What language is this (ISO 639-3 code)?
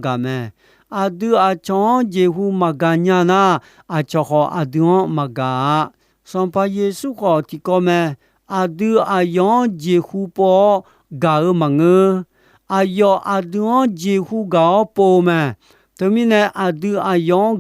ahk